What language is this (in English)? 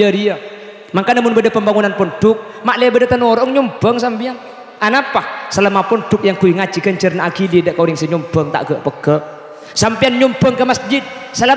Madurese